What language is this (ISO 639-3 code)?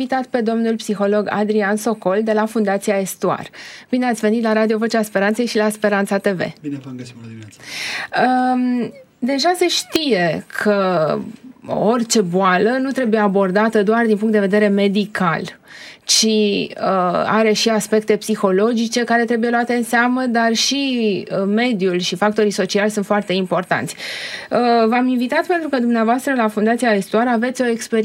ron